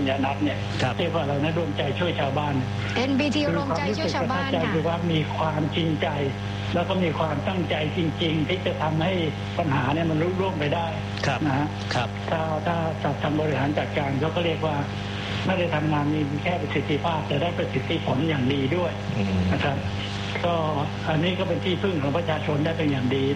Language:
Thai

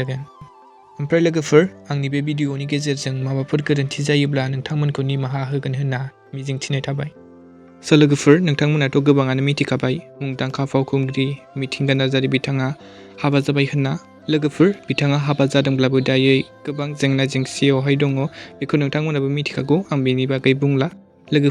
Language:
Bodo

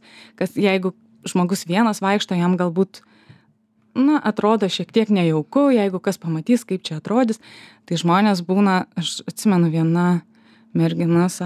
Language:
Lithuanian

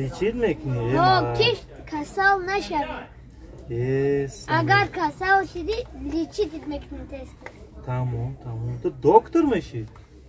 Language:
Tajik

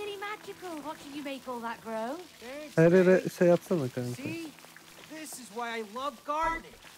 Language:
Turkish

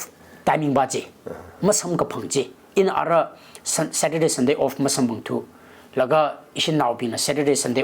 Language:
Tangkhul Naga (India)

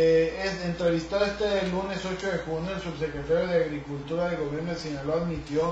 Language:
Spanish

